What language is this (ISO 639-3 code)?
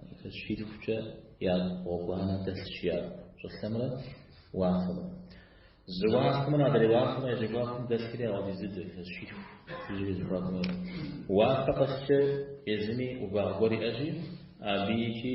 kbd